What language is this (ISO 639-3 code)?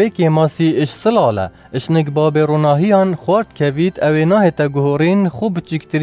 kur